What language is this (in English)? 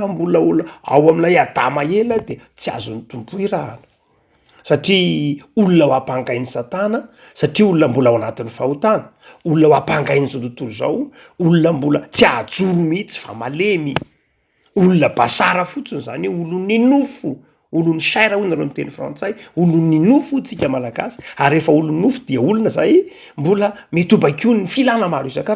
Malagasy